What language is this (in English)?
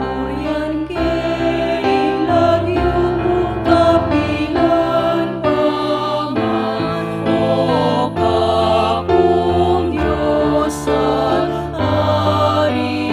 Pampanga